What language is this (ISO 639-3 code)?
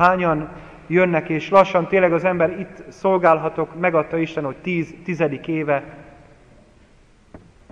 hun